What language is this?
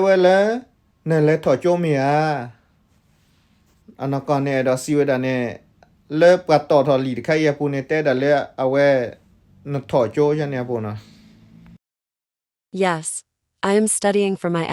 S'gaw Karen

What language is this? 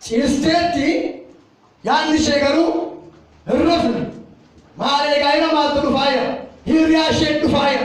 Oromo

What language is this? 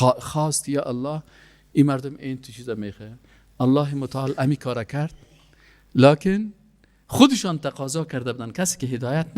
Persian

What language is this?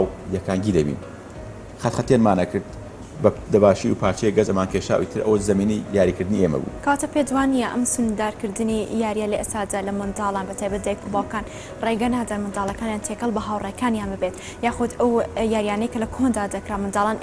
Central Kurdish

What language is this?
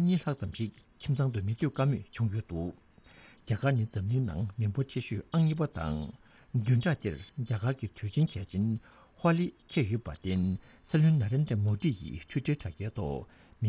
Tibetan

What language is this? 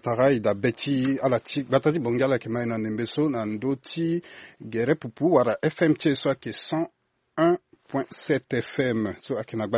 Sango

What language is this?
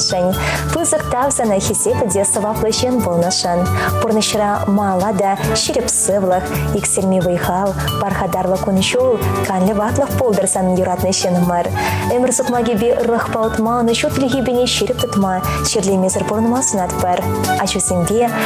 Chuvash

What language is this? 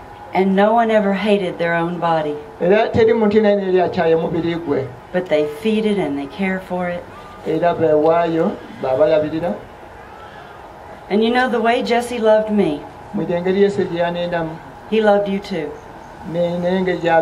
English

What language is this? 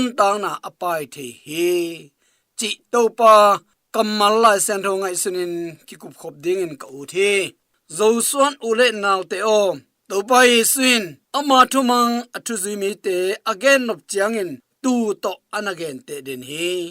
Tedim Chin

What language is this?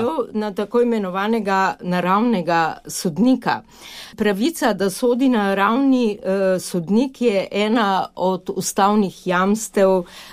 Slovenian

